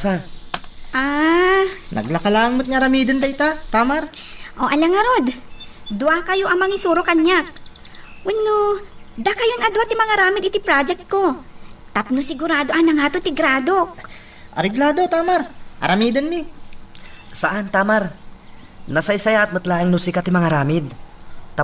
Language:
Iloko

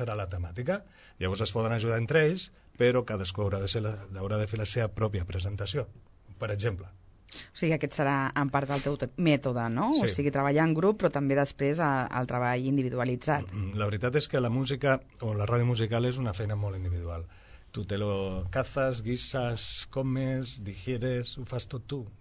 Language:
Catalan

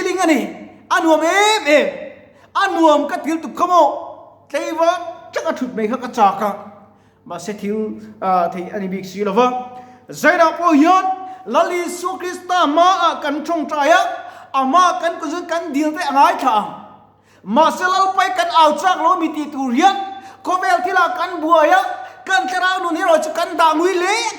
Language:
Mizo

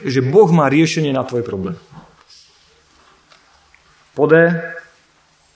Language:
Slovak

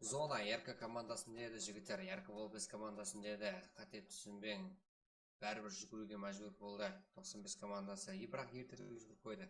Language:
Kara-Kalpak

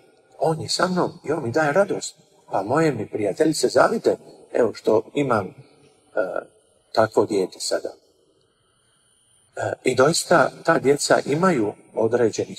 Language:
Croatian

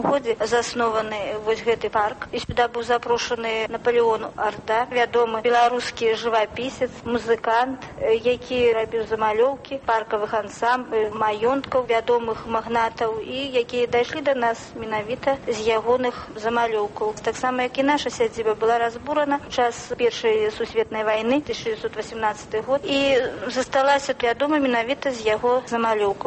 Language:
Belarusian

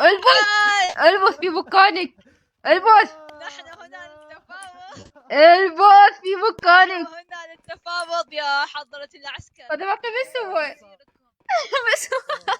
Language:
Mesopotamian Arabic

